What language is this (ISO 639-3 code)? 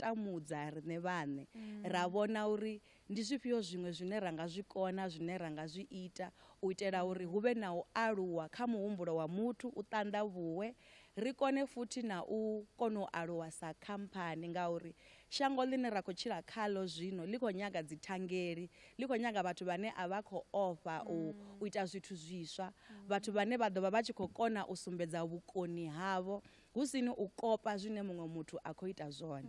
ven